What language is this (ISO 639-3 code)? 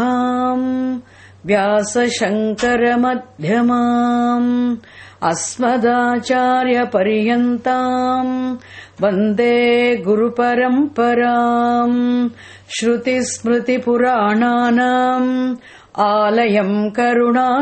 san